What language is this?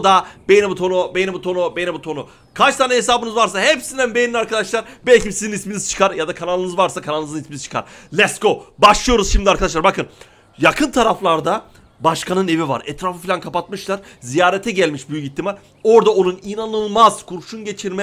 Turkish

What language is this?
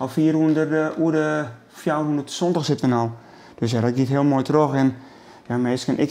Western Frisian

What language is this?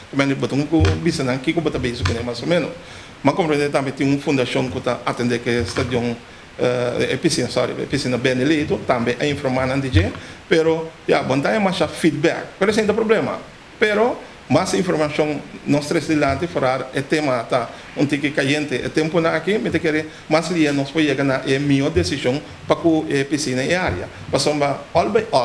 Papiamento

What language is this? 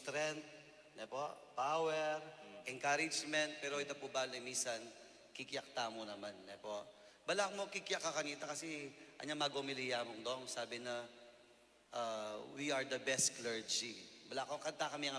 Pampanga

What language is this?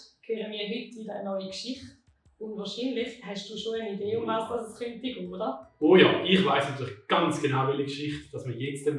Swiss German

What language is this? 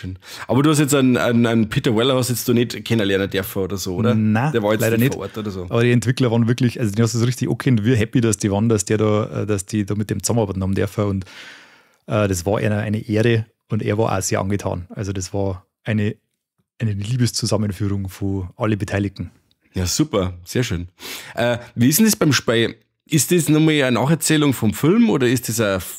Bavarian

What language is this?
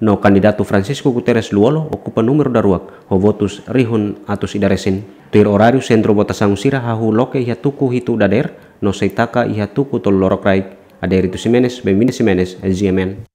Tetum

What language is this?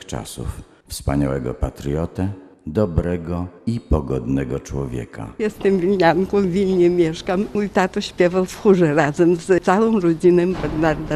Polish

